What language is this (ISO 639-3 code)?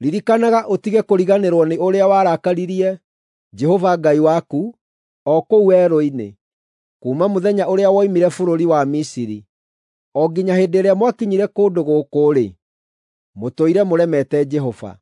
kik